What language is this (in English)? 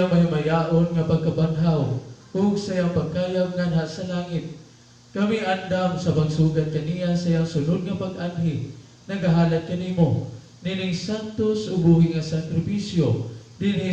Cebuano